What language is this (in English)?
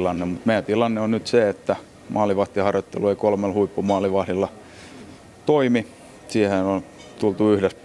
Finnish